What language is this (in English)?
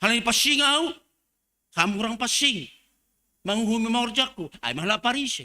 Batak Simalungun